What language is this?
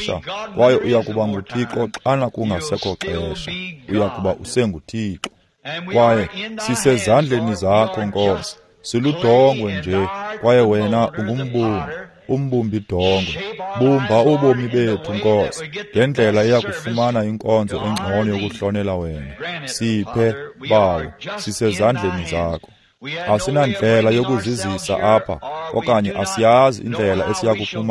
Xhosa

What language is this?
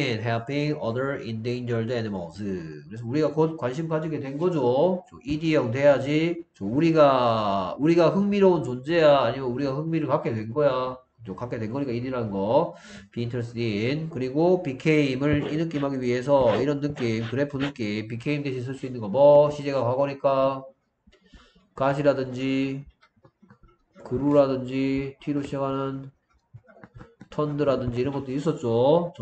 Korean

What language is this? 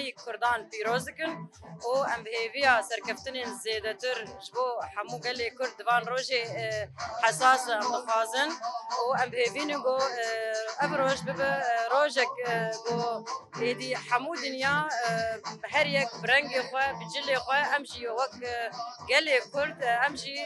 Kurdish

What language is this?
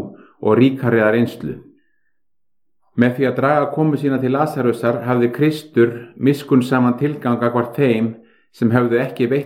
Icelandic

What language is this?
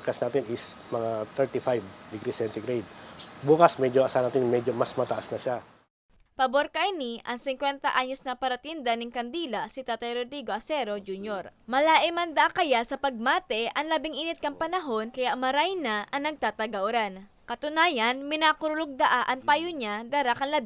Bikol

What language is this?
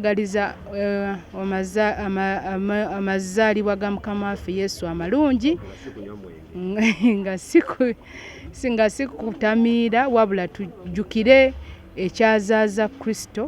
Ganda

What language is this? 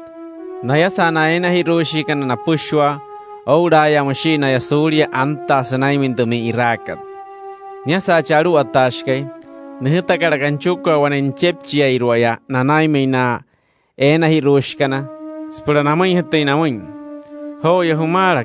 Wayuu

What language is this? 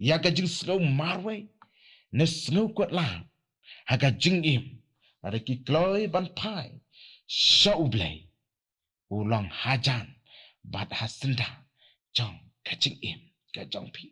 Khasi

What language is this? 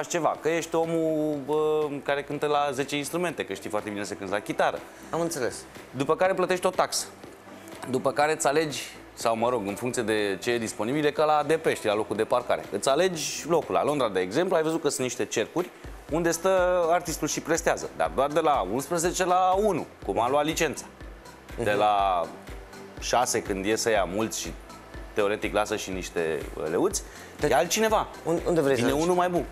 Romanian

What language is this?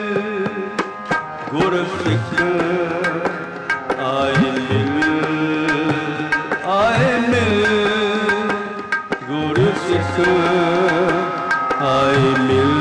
Punjabi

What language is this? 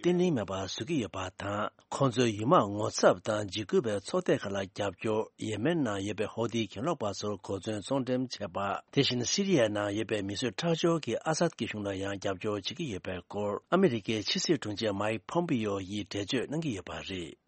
Tibetan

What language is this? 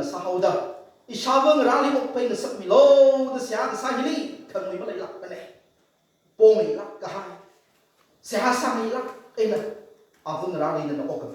Tangkhul Naga (India)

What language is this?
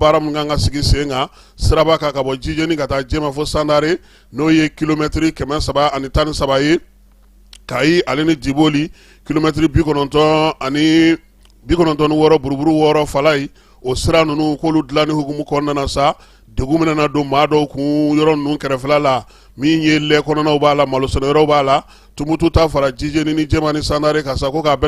Bambara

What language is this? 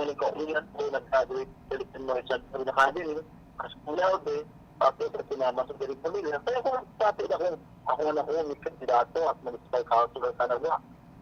Bikol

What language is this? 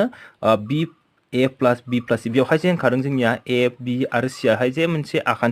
Bodo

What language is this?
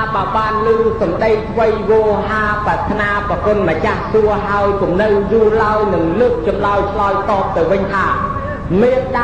Khmer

